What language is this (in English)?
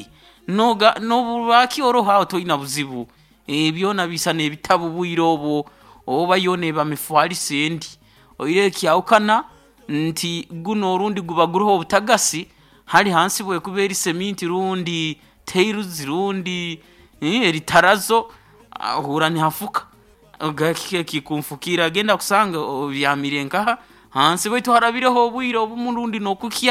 Nyoro